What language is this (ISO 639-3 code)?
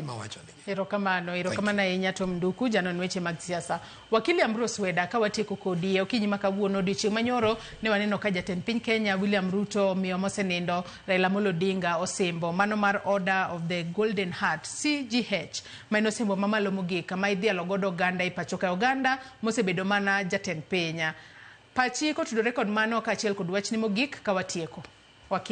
luo